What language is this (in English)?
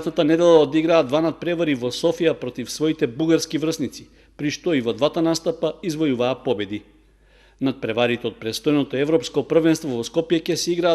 Macedonian